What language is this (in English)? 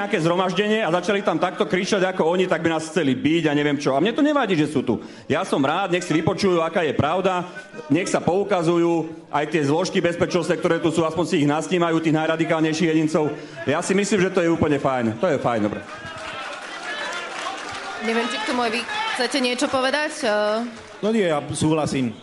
Slovak